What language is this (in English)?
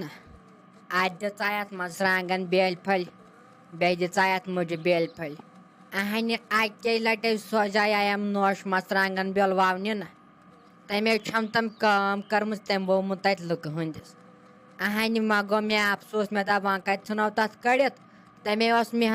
Kashmiri